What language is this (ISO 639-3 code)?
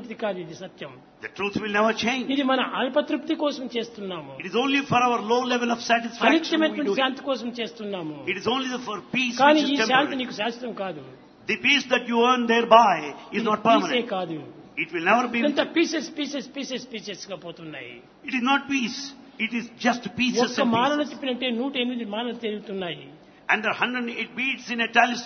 tel